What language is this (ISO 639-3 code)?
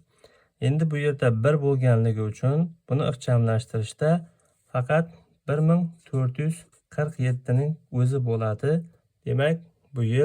uzb